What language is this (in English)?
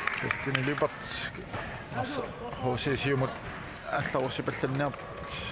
Kalaallisut